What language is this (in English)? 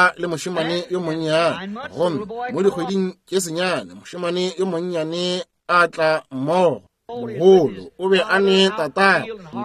Northern Sotho